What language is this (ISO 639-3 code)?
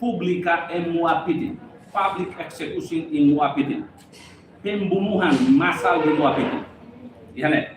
tet